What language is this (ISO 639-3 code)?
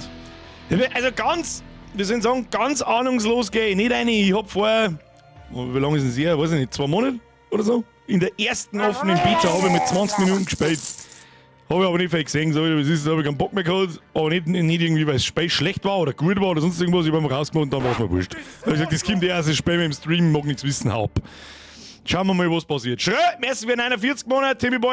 bar